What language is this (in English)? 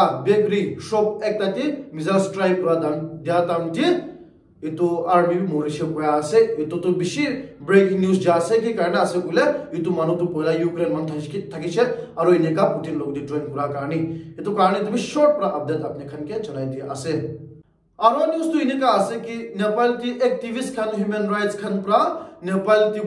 Naga Pidgin